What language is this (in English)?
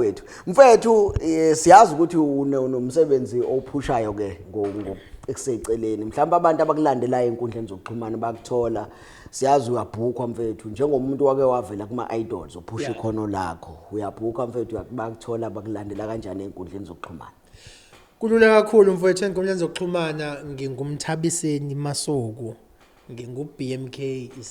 Zulu